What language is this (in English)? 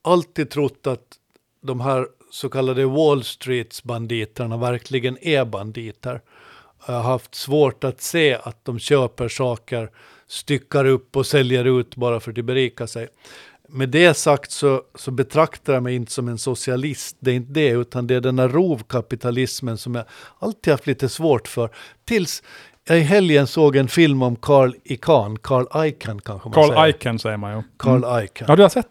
Swedish